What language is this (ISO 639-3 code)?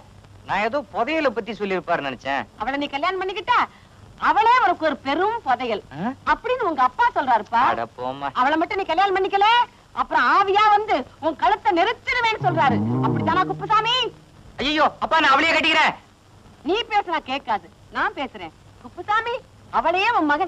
tam